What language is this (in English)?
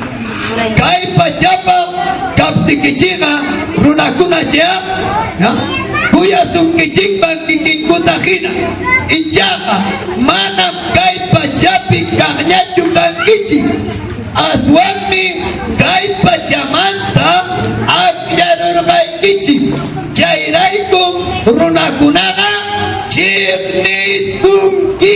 Ayacucho Quechua